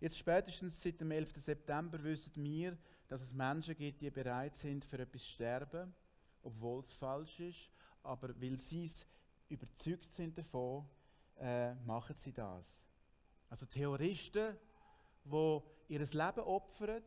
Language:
Swiss German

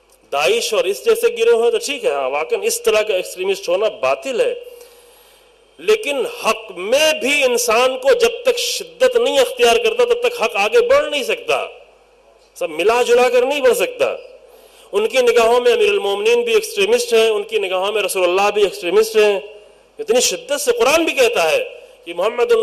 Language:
Urdu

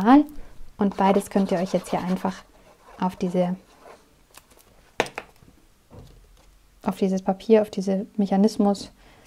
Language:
German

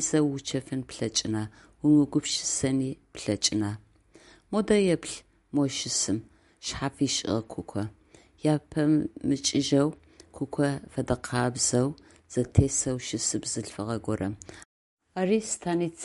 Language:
Adyghe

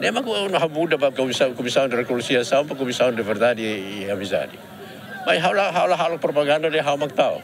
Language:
Tetum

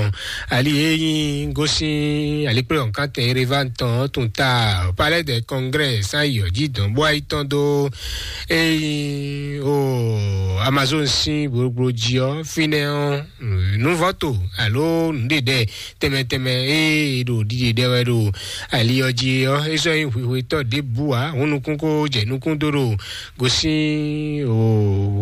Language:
Fon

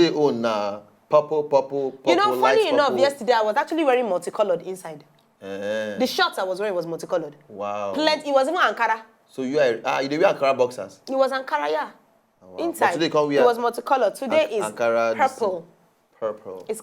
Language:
Nigerian Pidgin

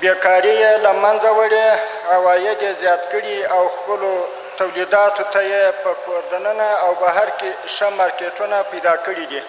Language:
Pashto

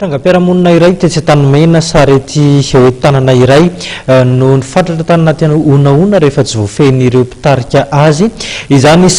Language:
Malagasy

